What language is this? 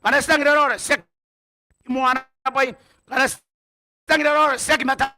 Gilbertese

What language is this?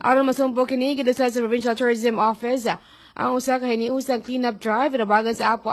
Cebuano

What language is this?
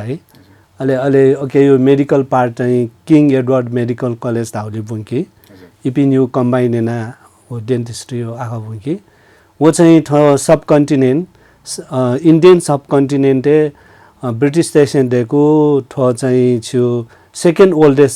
Newari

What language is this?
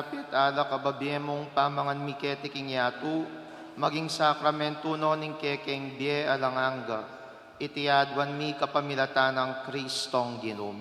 Pampanga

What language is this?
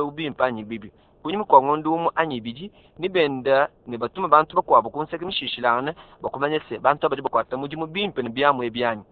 Luba-Lulua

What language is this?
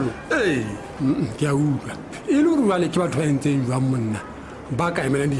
Southern Sotho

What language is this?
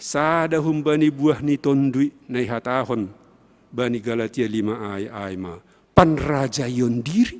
Batak Simalungun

